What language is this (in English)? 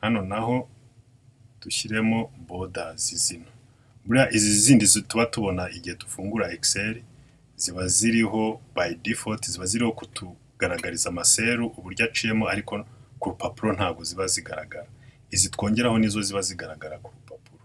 Kinyarwanda